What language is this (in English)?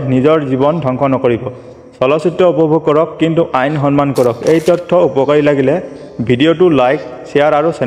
Assamese